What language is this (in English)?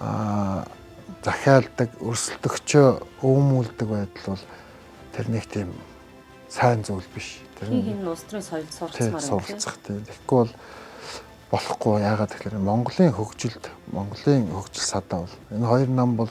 Mongolian